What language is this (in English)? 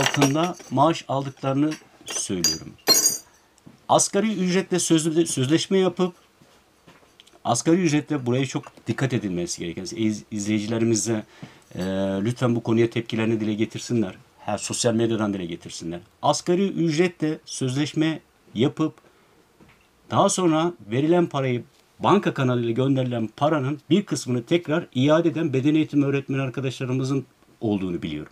Turkish